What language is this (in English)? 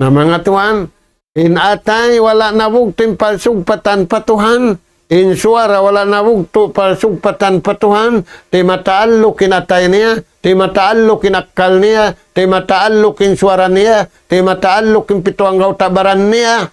Tausug